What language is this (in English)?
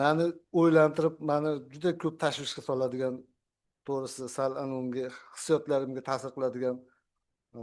Uzbek